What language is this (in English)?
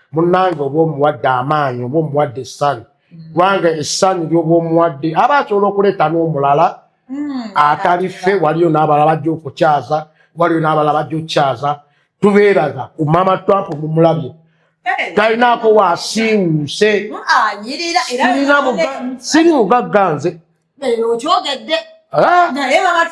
Ganda